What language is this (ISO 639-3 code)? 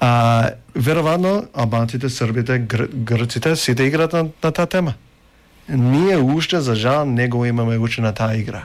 mkd